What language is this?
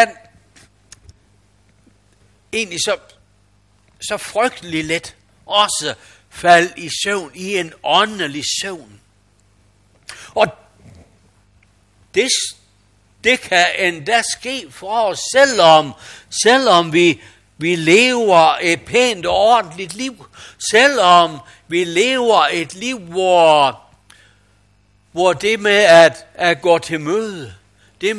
Danish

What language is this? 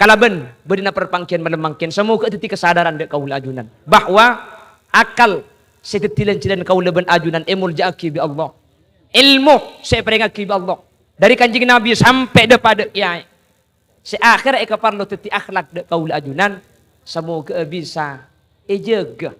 Madurese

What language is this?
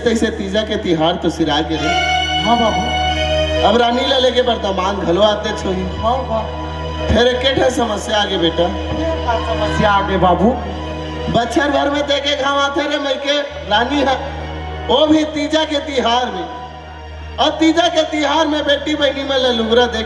Chhattisgarhi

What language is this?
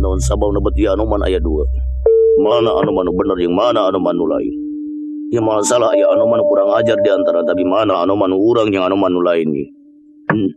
Sundanese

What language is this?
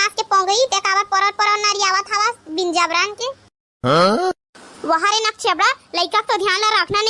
Chhattisgarhi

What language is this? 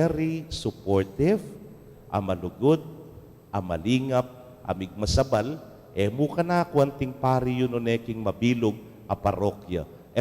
Pampanga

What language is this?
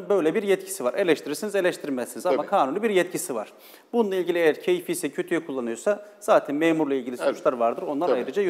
Turkish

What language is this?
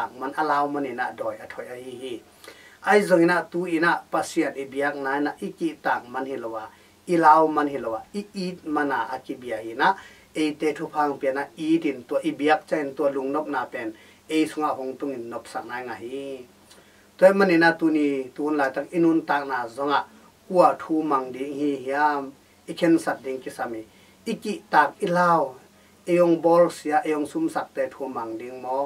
Tedim Chin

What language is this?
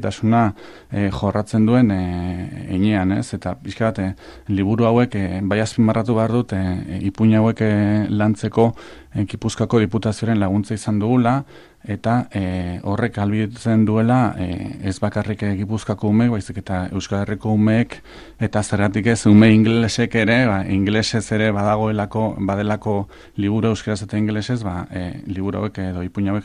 Basque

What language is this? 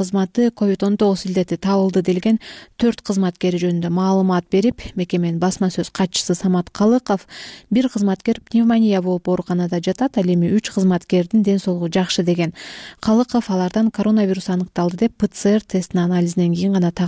Kyrgyz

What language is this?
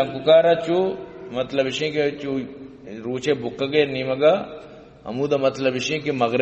Baluchi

